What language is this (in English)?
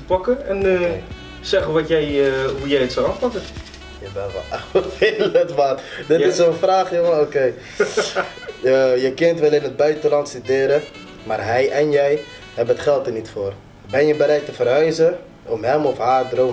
Dutch